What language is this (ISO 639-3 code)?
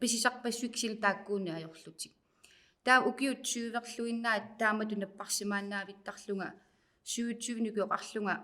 kal